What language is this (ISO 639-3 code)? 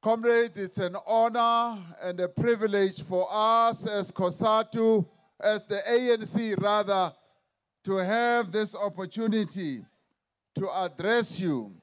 eng